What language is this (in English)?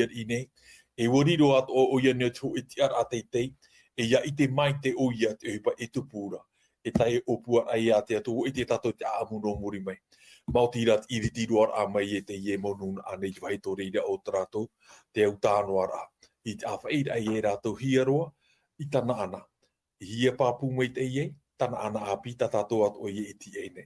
Tahitian